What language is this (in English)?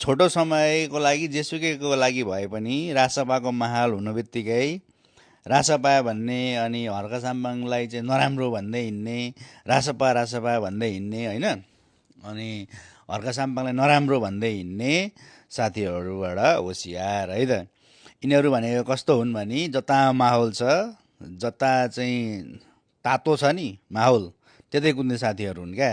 Nepali